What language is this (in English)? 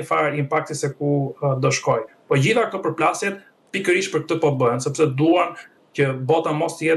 Albanian